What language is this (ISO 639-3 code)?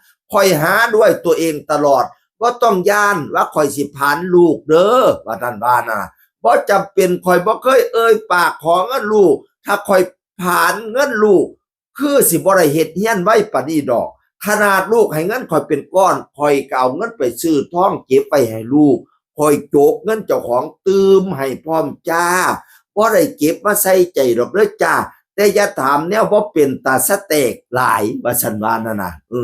tts